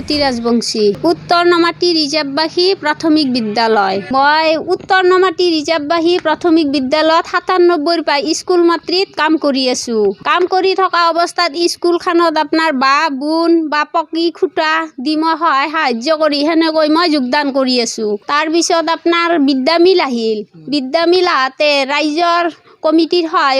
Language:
Assamese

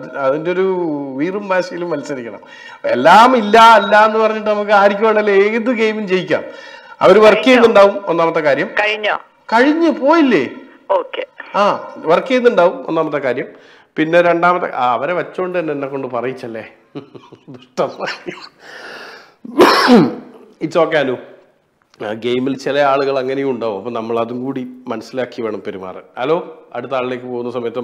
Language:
Malayalam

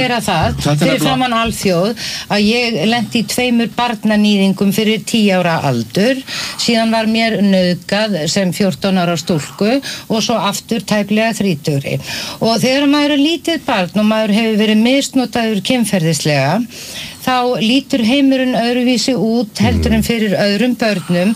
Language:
Icelandic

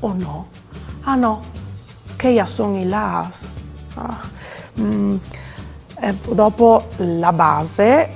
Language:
Friulian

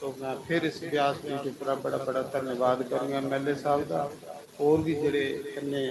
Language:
Dogri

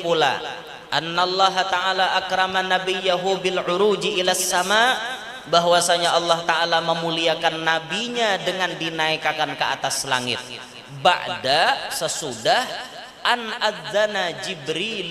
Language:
Banjar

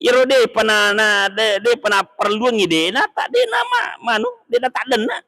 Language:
Buginese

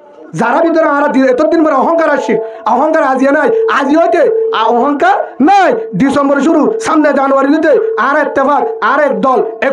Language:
Rohingya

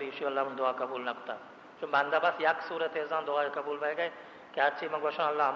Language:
Baluchi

